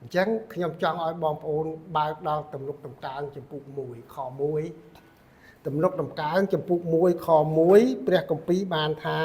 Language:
Khmer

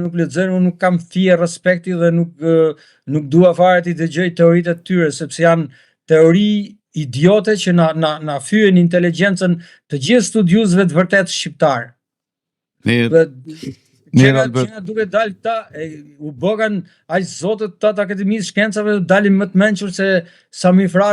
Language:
Albanian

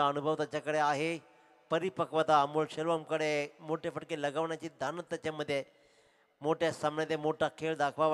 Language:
Marathi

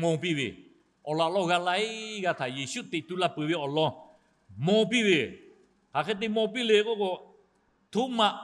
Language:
Lahu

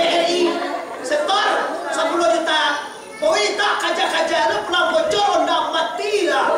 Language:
Minangkabau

